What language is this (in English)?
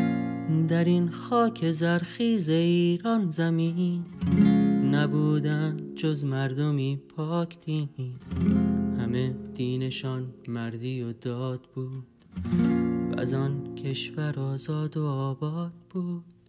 Persian